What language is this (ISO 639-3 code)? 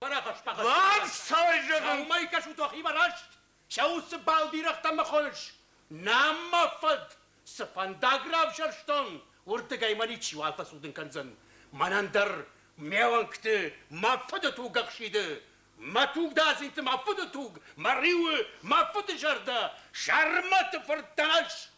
oss